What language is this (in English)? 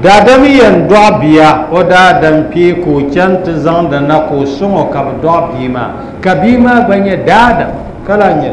Dagbani